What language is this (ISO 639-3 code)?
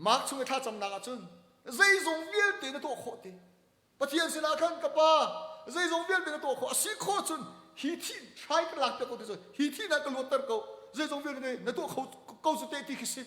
cnh